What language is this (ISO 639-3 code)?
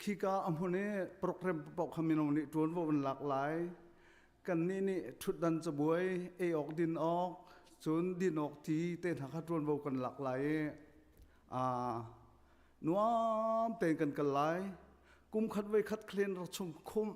cnh